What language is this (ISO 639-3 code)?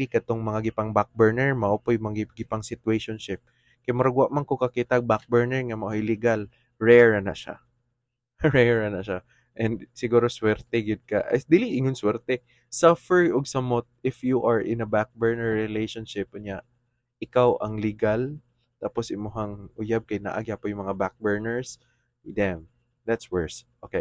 ceb